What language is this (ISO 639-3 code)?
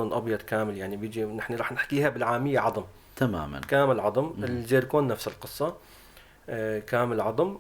apc